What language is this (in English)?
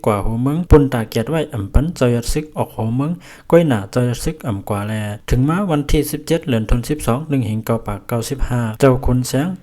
Lao